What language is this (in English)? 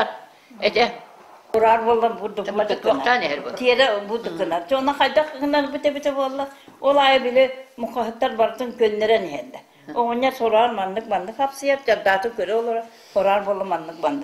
Yakut